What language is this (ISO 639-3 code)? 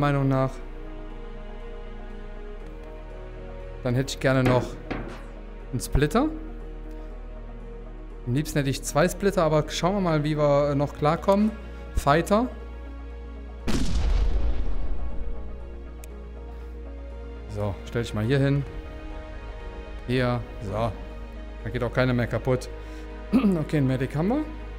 deu